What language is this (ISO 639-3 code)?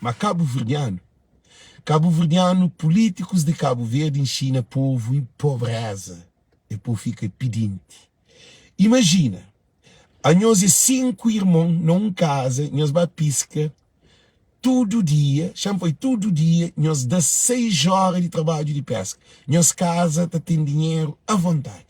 kea